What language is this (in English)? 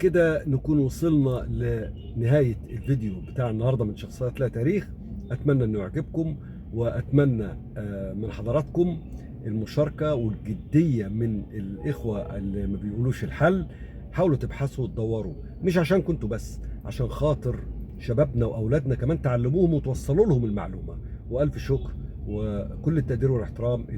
Egyptian Arabic